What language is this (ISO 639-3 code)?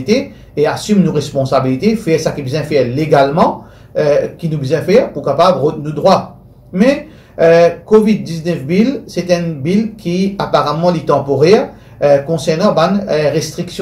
mfe